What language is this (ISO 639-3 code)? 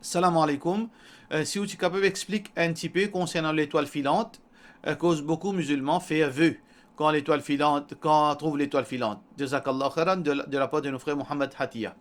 mfe